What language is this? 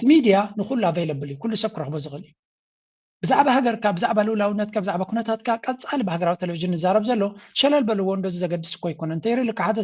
Tigrinya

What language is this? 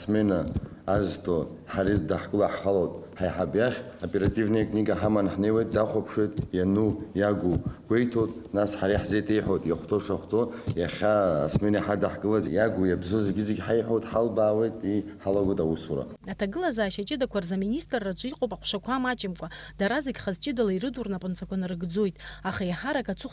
Abkhazian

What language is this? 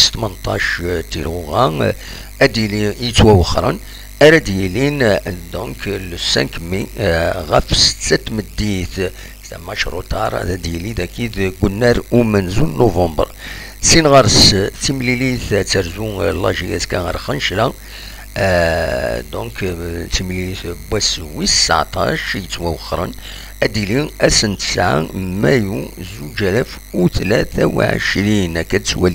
Kabyle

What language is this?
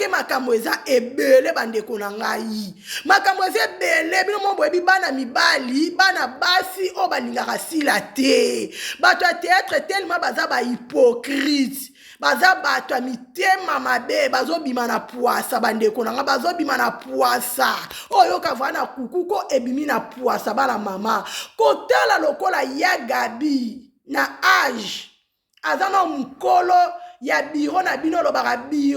Lingala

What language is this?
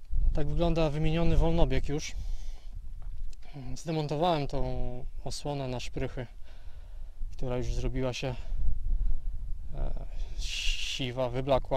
Polish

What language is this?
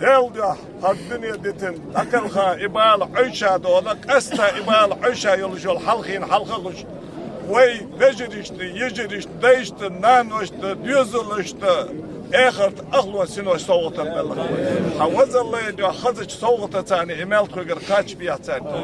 Ingush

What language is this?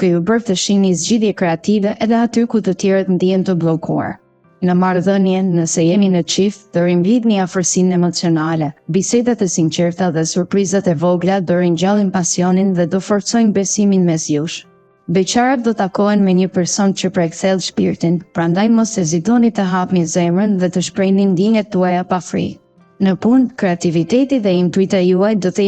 Albanian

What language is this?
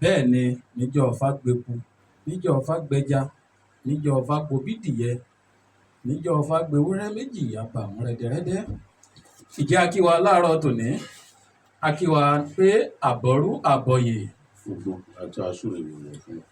Yoruba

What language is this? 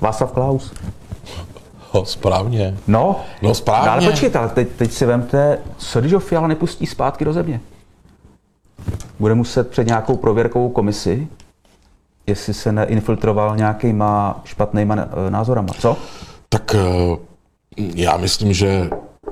Czech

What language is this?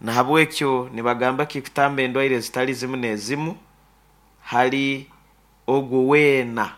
Nyankole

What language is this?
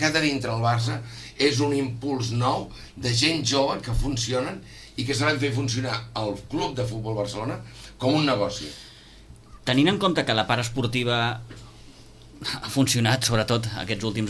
Catalan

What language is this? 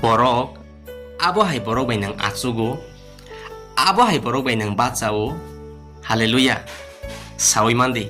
Kok Borok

